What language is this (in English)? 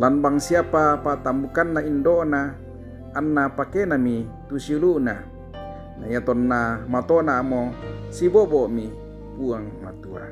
Toraja-Sa'dan